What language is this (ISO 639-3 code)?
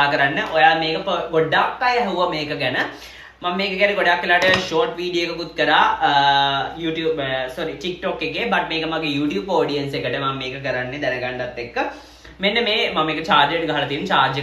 sin